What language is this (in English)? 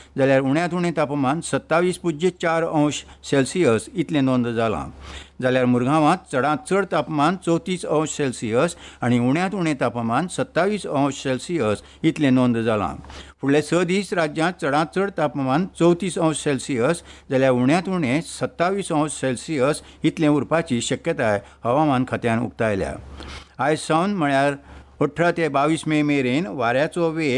Konkani